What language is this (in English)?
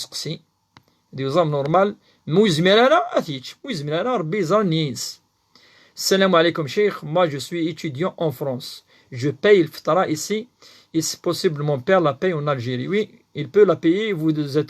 Kabyle